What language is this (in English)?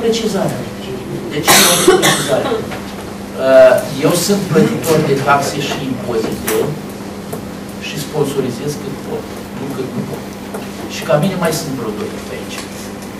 Romanian